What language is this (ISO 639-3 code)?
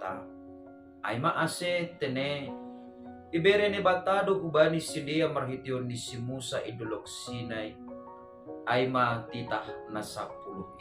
bts